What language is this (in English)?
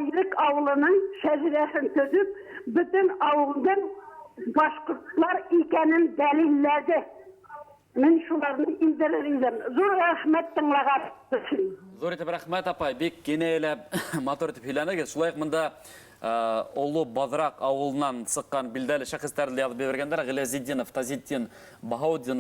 Bashkir